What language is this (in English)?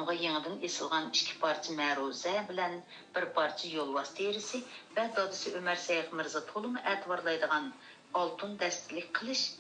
Uyghur